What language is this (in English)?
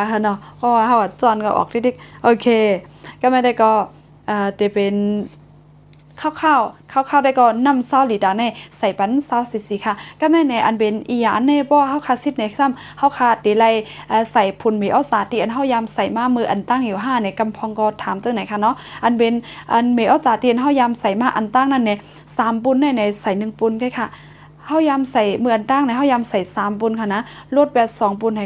Shan